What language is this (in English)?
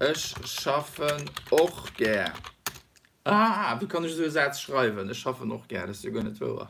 Luxembourgish